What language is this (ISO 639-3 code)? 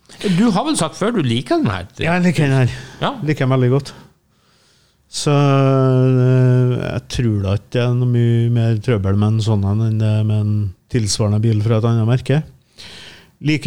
nor